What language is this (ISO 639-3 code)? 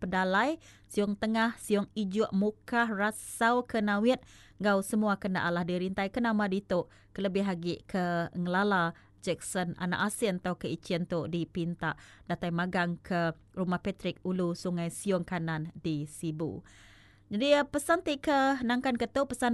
iba